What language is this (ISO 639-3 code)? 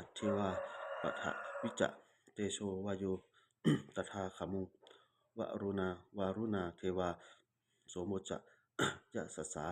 pli